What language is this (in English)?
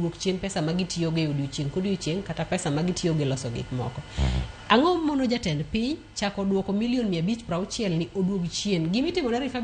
Luo (Kenya and Tanzania)